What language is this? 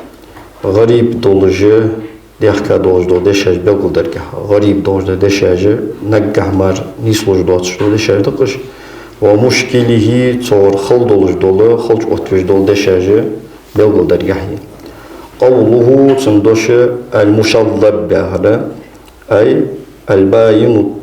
Ingush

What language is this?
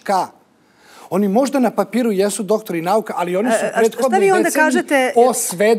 Serbian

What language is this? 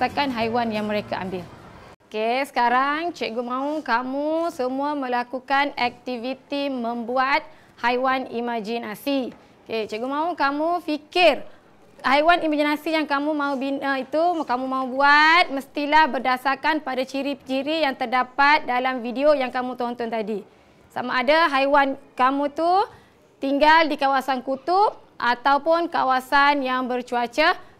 Malay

